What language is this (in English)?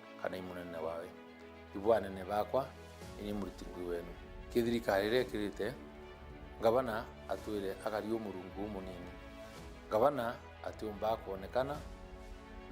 Meru